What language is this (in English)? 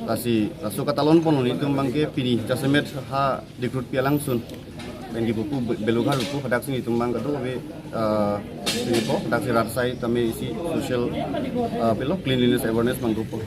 Karbi